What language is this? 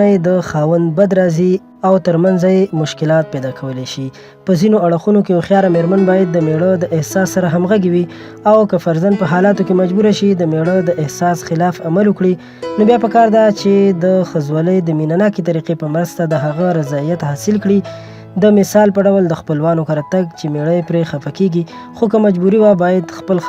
Pashto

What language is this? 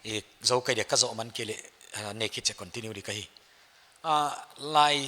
Paite Chin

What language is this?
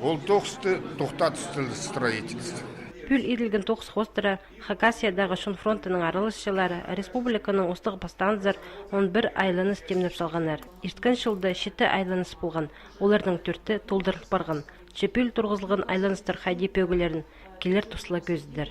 Khakas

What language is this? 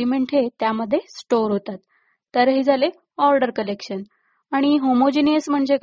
Marathi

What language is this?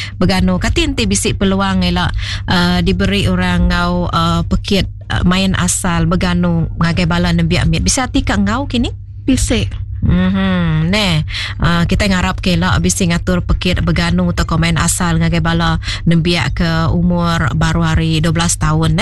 Iban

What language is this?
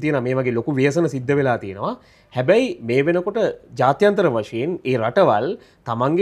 Sinhala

